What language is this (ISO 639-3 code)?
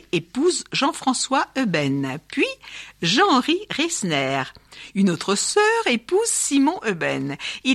fra